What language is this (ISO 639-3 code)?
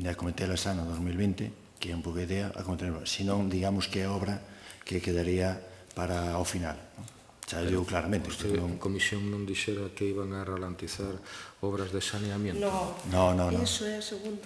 glg